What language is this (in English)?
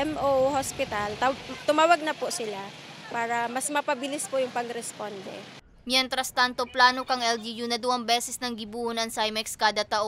Bikol